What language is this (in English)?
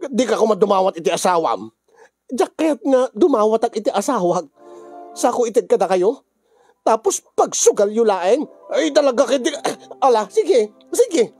Iloko